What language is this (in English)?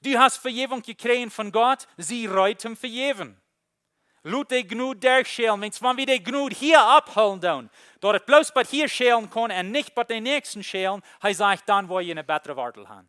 Plautdietsch